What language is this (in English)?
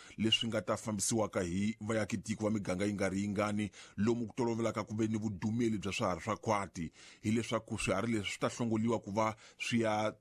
Tsonga